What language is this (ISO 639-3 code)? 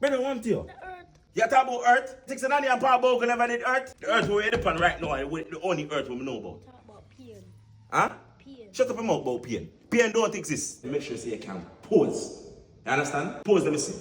jam